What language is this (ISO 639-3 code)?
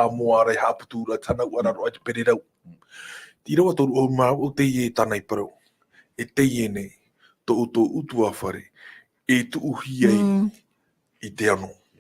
tah